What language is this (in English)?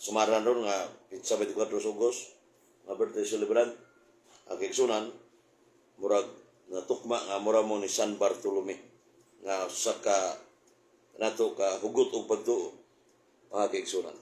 Cebuano